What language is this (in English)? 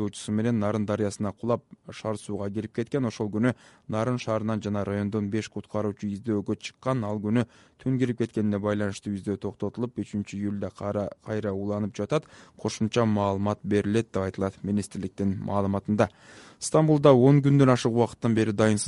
Kyrgyz